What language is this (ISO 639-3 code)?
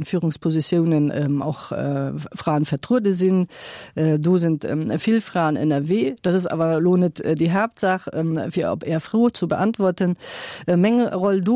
ltz